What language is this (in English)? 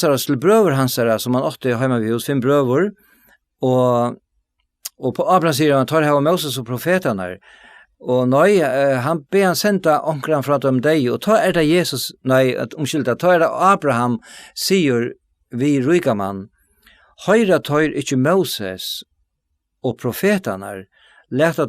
Faroese